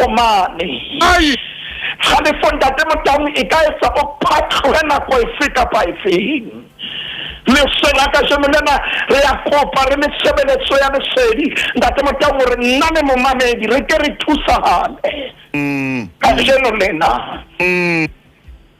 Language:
Southern Sotho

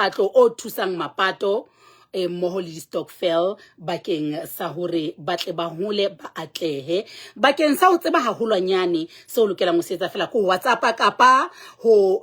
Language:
Southern Sotho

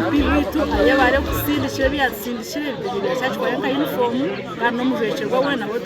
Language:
Nyankole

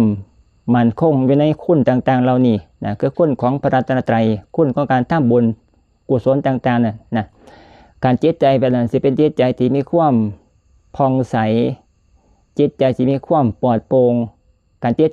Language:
Lao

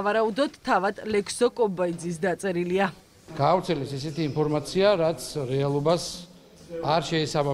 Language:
Georgian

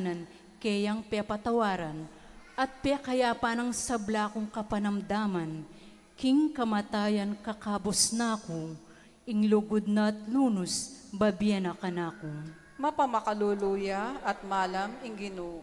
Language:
Pampanga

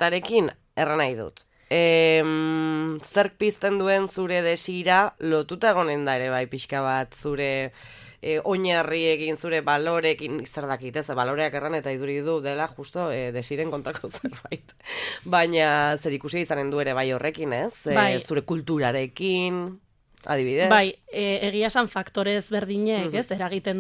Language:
Basque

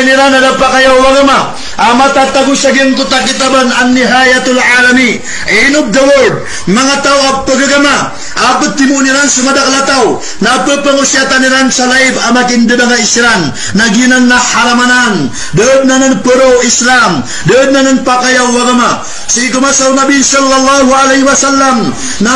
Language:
Maranao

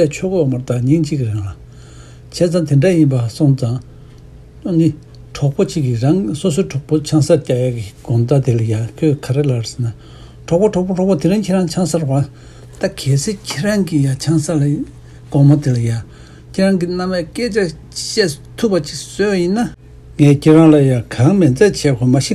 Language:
Tibetan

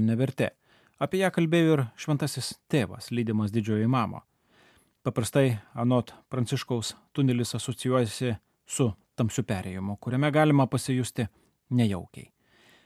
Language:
Lithuanian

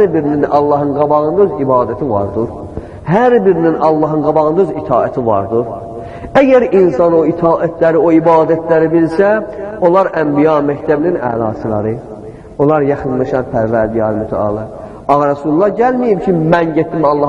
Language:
Azerbaijani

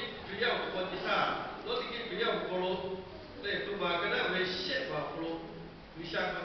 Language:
Lahu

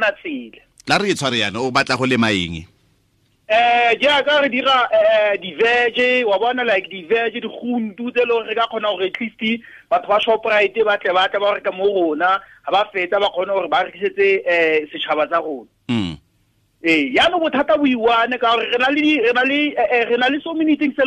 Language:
Tswana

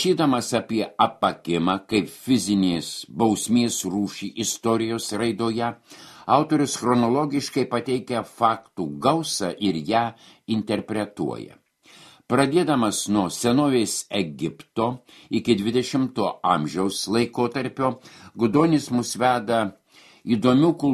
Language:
Lithuanian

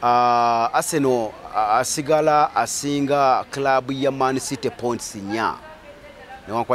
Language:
Ganda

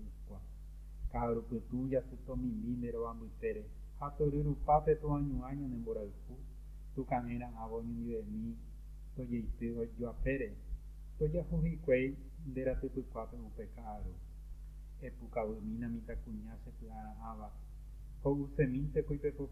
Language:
Guarani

